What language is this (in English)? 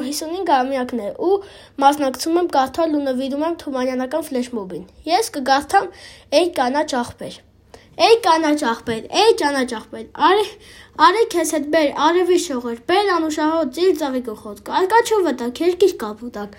Armenian